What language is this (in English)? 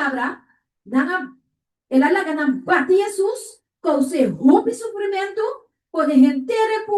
Papiamento